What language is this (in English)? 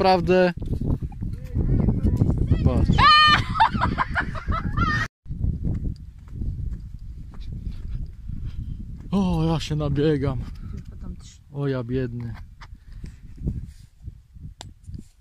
Polish